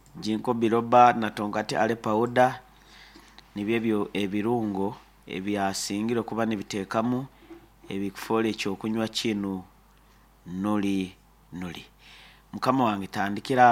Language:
Nyankole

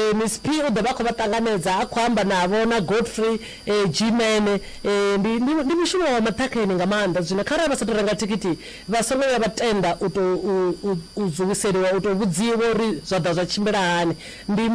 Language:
Venda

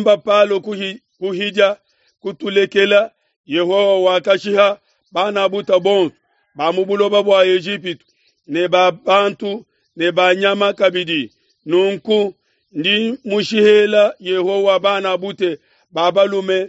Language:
Luba-Lulua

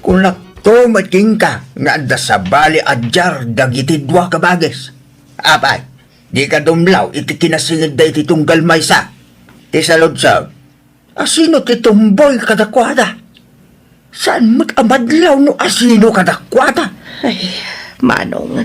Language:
Iloko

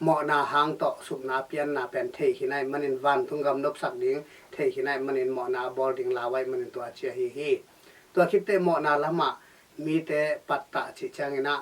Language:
Tedim Chin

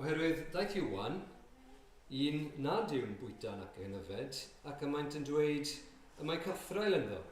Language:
Welsh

